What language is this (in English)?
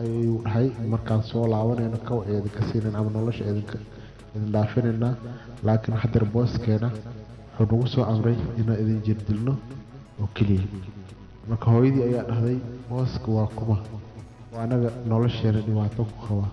Somali